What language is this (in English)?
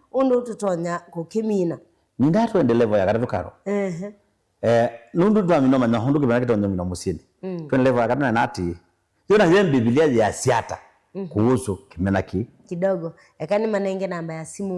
Kamba